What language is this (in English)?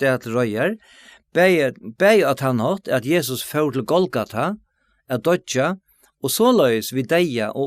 Faroese